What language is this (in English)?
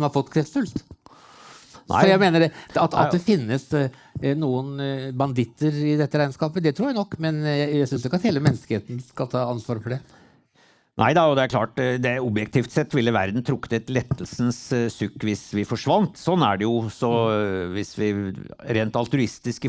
Norwegian